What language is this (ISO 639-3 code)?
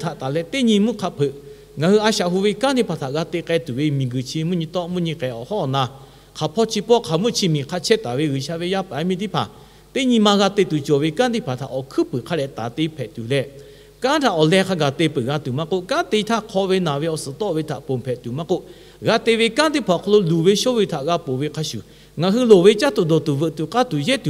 lhu